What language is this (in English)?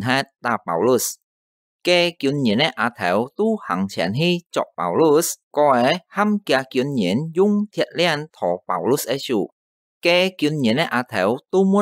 Hakka Chinese